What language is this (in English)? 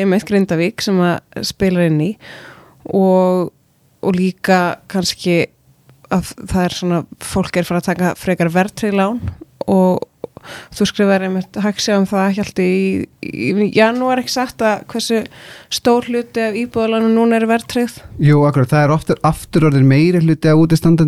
Icelandic